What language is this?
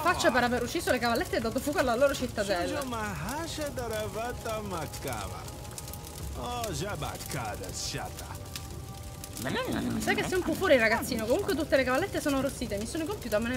Italian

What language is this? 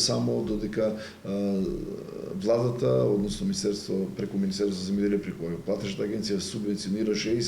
Macedonian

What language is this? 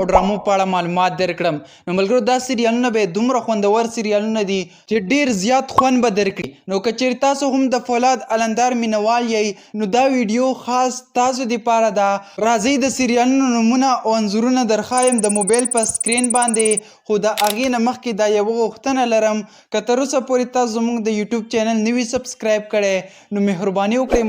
Pashto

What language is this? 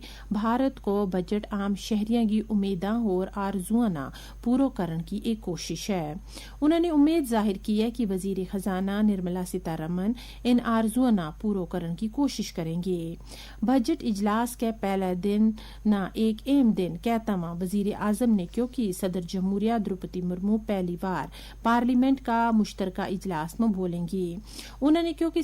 Gujari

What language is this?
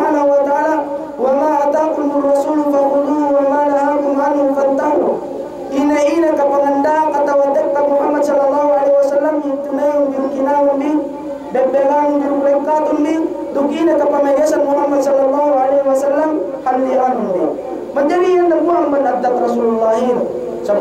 Yakan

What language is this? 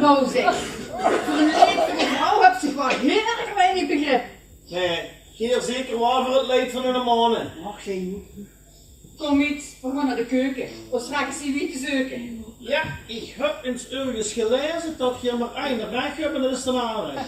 Limburgish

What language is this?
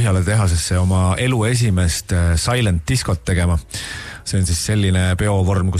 Estonian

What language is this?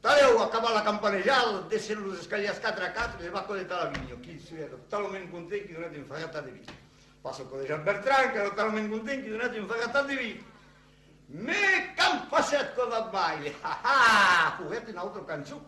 Occitan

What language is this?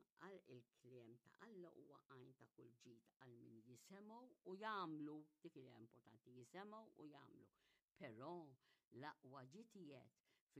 Maltese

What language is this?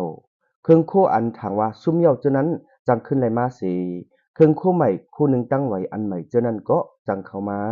Shan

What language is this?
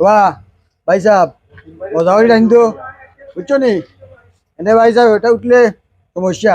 Sylheti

